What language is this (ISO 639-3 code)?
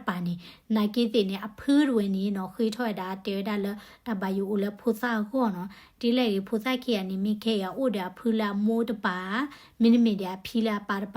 ksw